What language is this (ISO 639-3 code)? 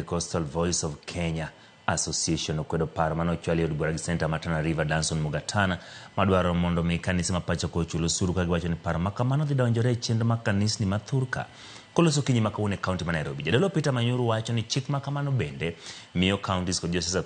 luo